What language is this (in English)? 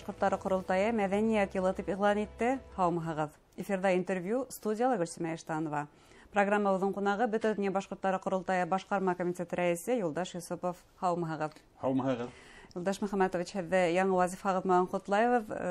Bashkir